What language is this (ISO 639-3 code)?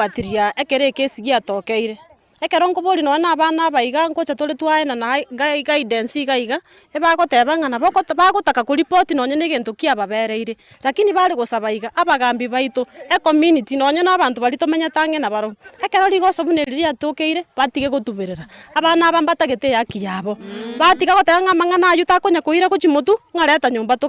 guz